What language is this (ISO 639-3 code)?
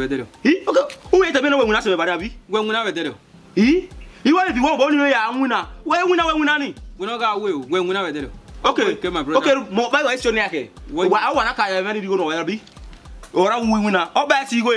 bin